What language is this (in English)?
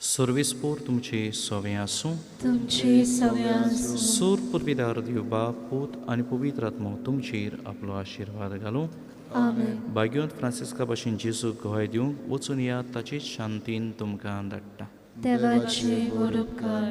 Konkani